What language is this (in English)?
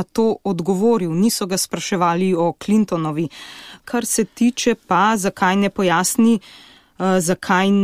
Slovenian